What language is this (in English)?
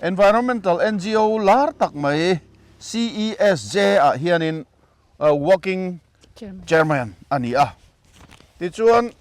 Mizo